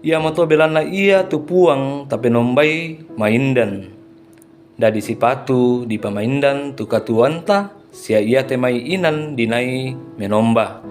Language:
Toraja-Sa'dan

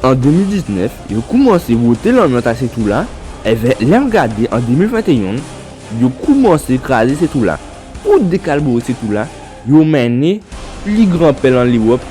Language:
Guadeloupean Creole French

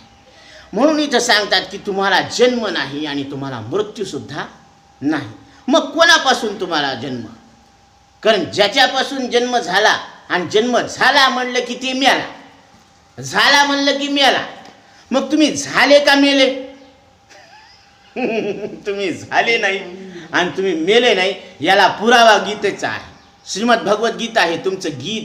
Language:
Marathi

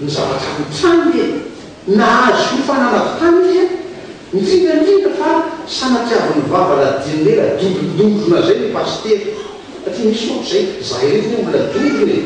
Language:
Malagasy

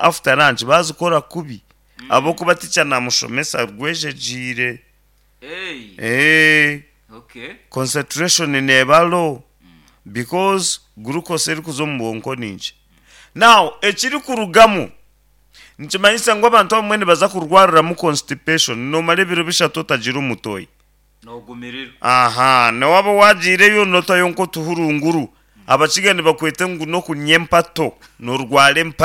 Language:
Nyankole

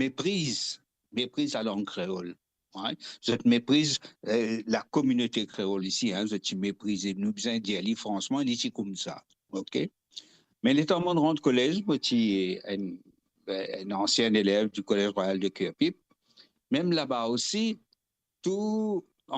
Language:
Morisyen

